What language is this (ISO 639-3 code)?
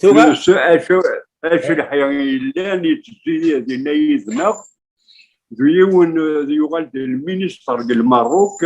kab